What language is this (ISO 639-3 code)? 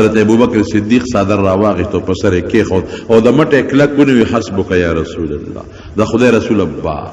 pus